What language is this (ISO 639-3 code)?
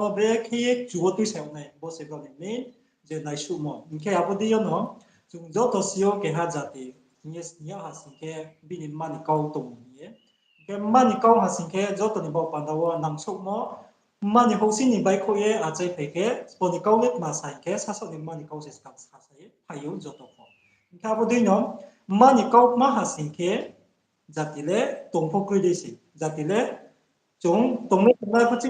ria